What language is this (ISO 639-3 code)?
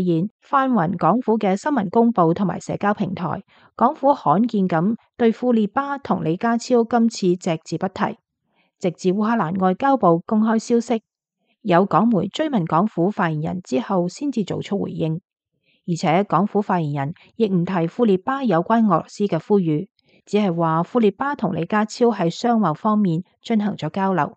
yue